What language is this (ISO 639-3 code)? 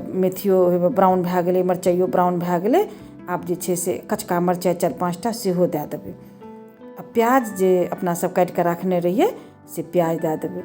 mai